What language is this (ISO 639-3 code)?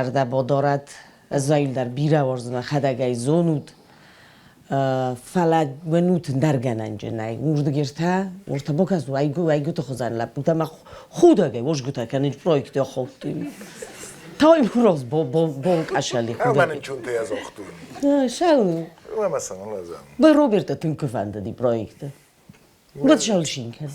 oss